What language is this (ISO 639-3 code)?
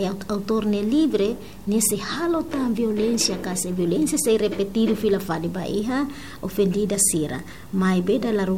tet